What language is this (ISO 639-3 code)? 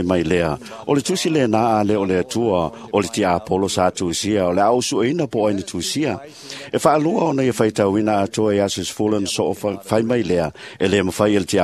smo